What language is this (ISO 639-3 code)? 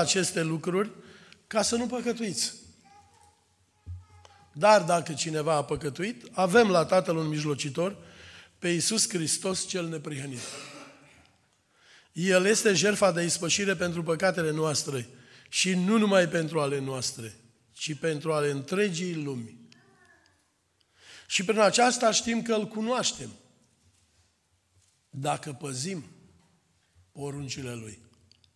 ron